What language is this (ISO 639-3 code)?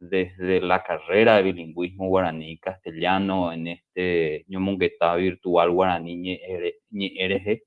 grn